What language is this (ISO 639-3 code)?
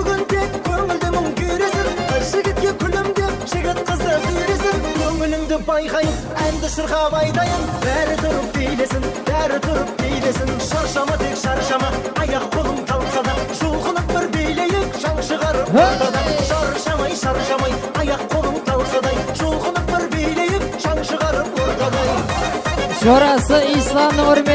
kaa